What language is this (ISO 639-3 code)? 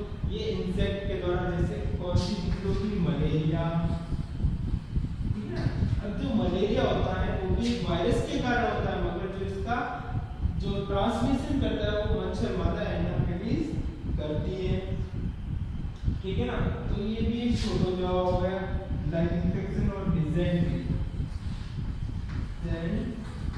hin